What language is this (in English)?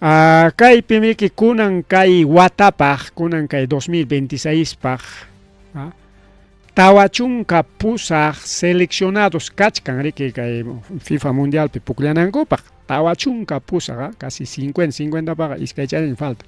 Ayacucho Quechua